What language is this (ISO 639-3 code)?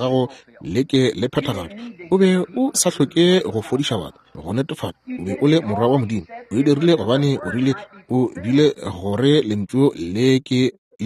nso